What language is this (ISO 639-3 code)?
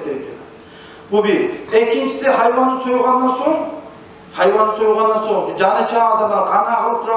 kum